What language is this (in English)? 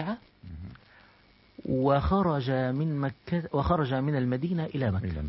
Arabic